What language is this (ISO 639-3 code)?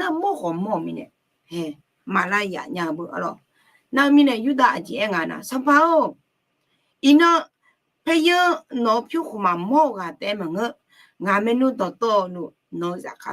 ahk